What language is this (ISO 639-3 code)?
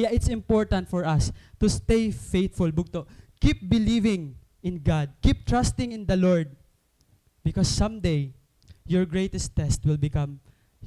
war